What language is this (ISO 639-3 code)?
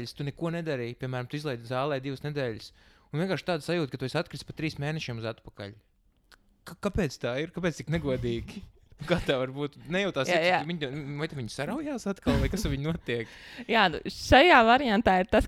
lav